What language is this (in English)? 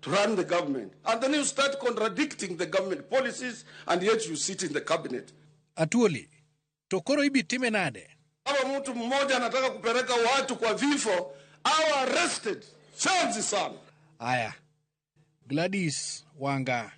Luo (Kenya and Tanzania)